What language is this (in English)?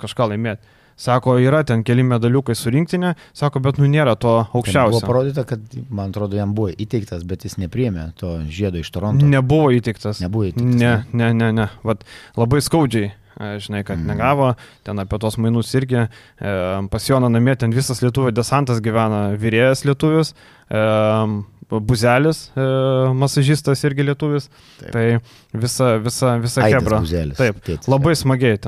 Lithuanian